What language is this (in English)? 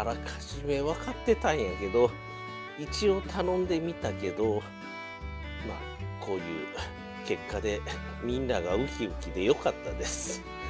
Japanese